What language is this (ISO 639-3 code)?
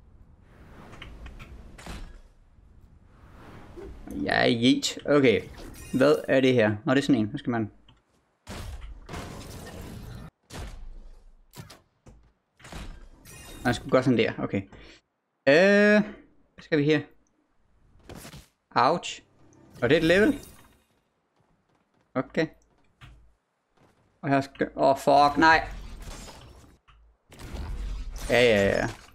dan